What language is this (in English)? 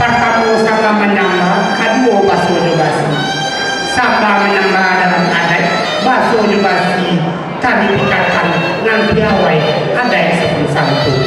Minangkabau